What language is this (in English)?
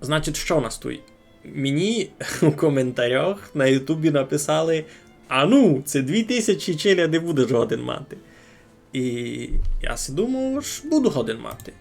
Rusyn